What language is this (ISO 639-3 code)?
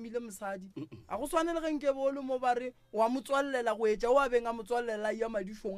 nso